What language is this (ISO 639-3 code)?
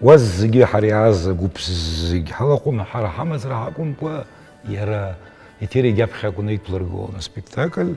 abk